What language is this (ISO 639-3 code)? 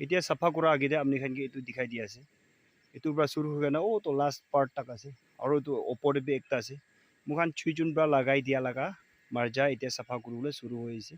nag